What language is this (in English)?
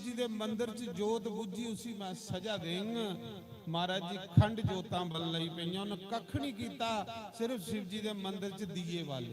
Dogri